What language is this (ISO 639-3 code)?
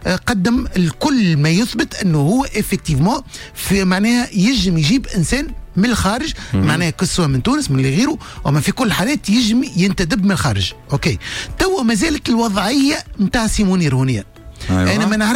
aeb